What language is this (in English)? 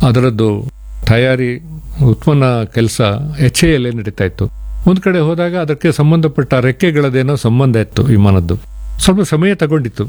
Kannada